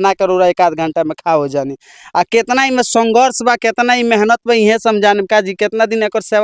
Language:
Bhojpuri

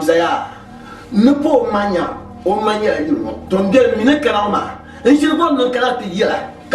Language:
Dagbani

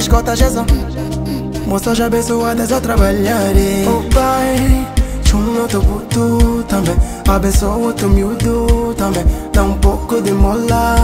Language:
Portuguese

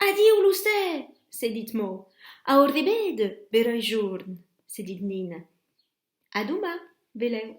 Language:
Occitan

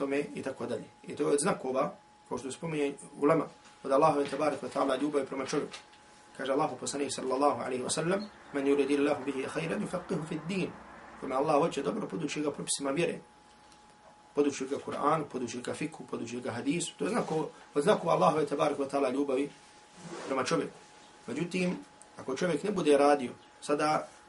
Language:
Bosnian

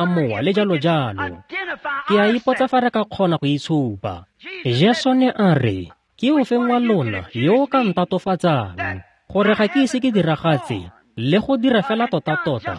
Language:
Tswana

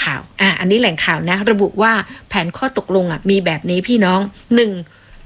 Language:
Thai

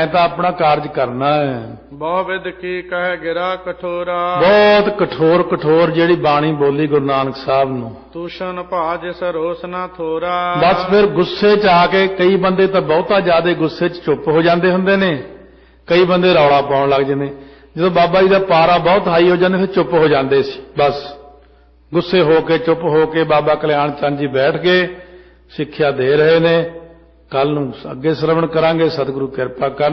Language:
Punjabi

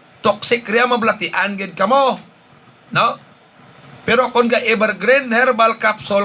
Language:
Hiligaynon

